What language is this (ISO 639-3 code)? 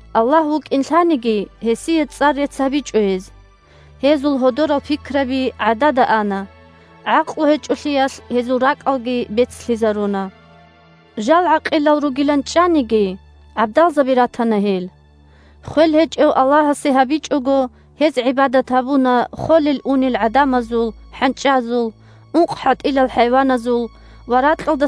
ava